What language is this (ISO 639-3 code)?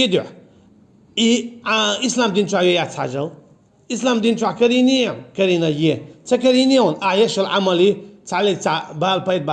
che